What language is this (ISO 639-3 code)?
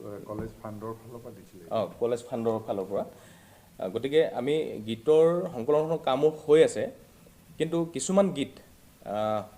asm